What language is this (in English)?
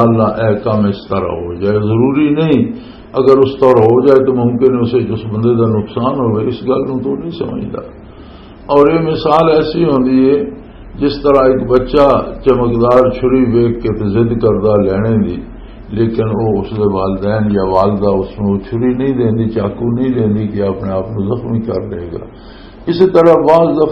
Western Panjabi